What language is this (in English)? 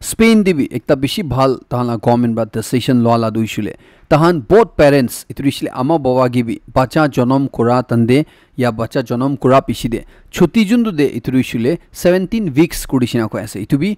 Naga Pidgin